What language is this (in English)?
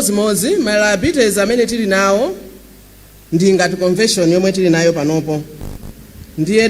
Nyanja